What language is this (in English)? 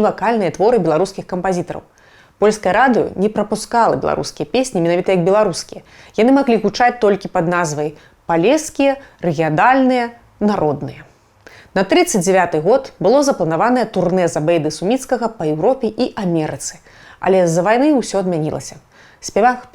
Belarusian